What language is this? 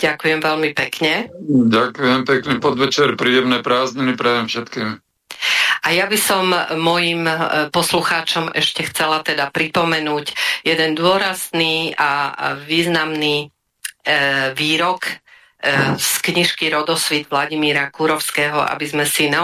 Slovak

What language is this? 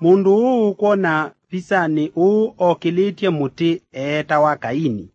Kamba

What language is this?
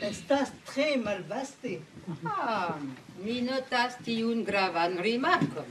Esperanto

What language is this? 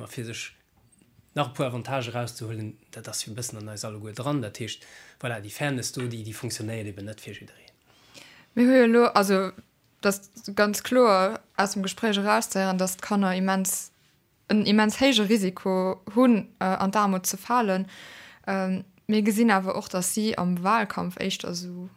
Luxembourgish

